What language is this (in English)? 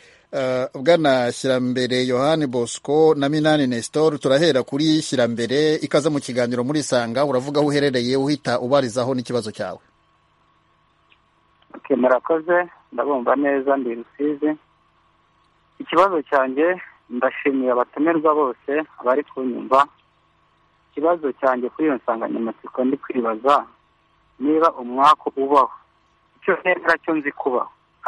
Kinyarwanda